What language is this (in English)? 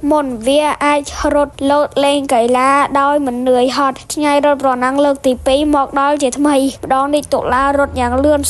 Khmer